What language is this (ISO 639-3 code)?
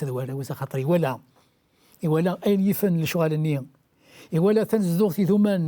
kab